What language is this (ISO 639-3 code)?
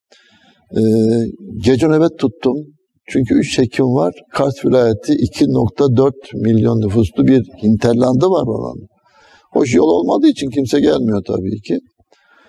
tur